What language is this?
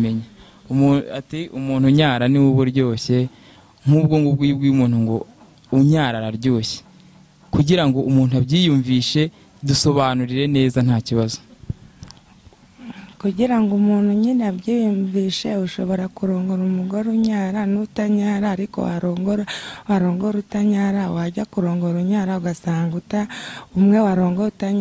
Kinyarwanda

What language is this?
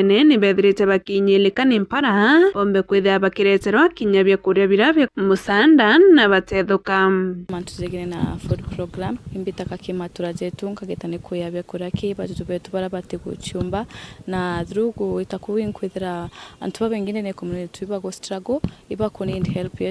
Meru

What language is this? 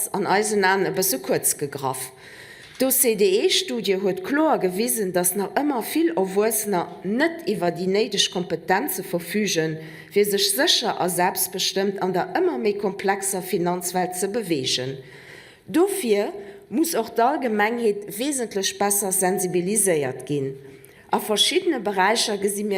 Luxembourgish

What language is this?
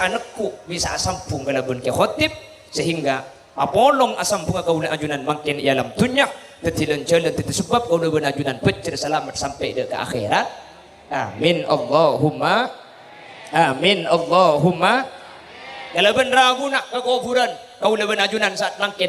Madurese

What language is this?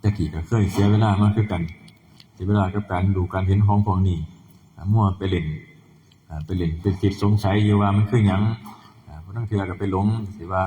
Northeastern Thai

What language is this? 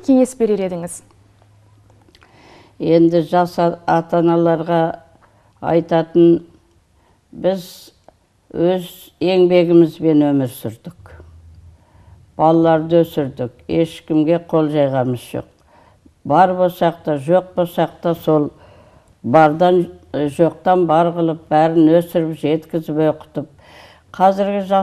Kazakh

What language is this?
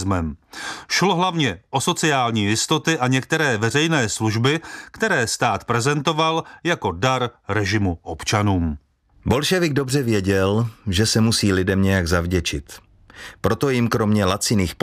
Czech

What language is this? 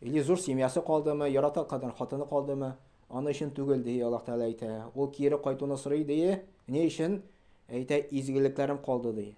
Tatar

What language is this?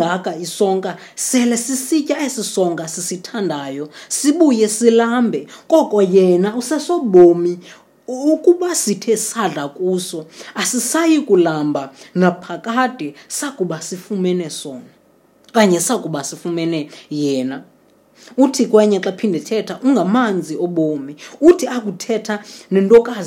Xhosa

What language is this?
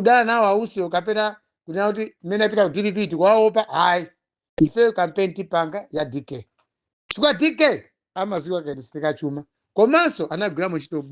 Nyanja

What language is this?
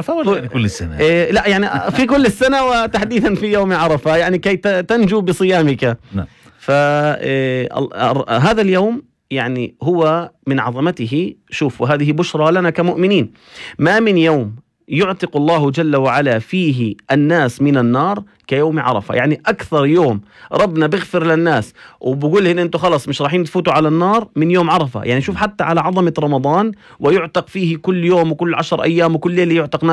North Levantine Arabic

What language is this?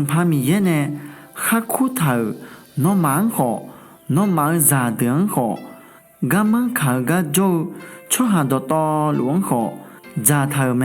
Akha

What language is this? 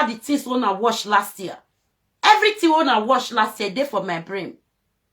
Nigerian Pidgin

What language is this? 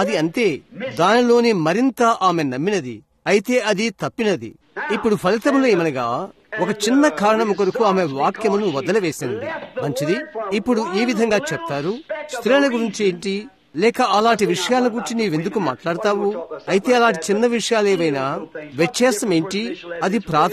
Telugu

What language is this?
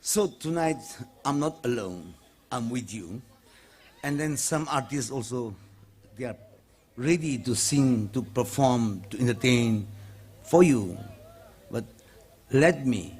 Tangkhul Naga (India)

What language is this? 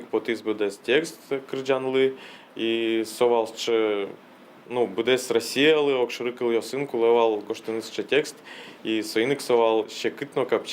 Udmurt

